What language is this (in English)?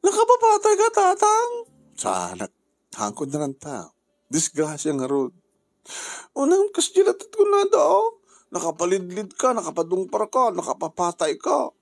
Iloko